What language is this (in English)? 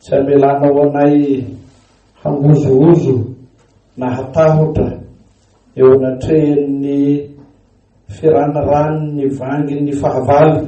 Malagasy